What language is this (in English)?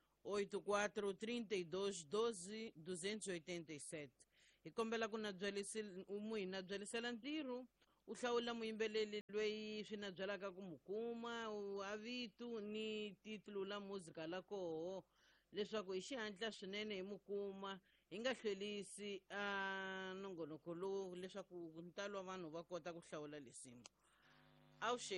Tsonga